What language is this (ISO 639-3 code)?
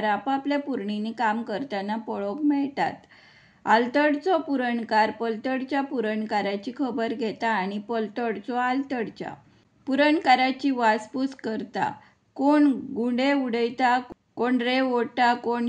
kok